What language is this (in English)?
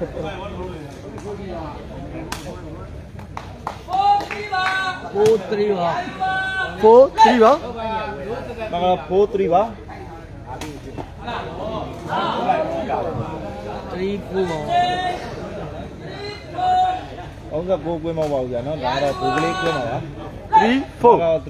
Burmese